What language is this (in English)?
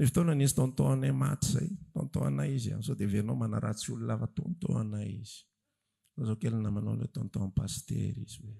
Malagasy